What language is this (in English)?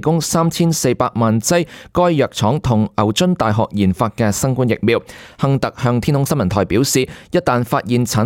Cantonese